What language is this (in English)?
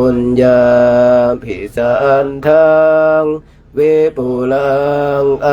Pali